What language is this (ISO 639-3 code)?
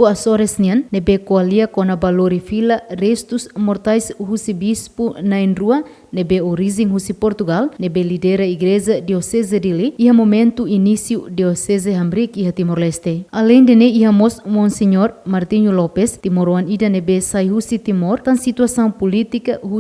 tet